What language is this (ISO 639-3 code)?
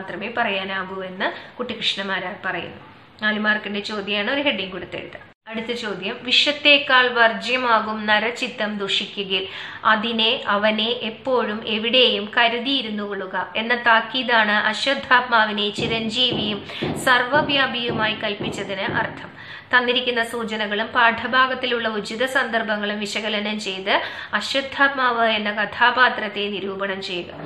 mal